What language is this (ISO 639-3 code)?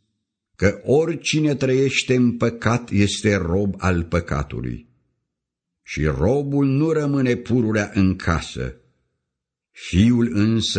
ron